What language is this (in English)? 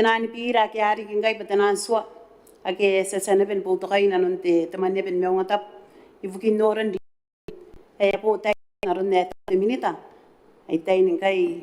Gilbertese